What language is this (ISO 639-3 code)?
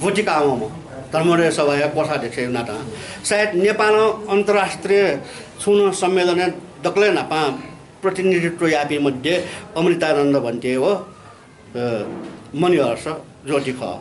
new